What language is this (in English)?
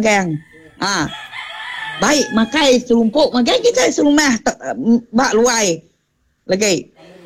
Iban